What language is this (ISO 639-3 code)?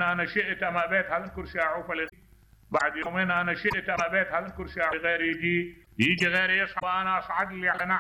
acm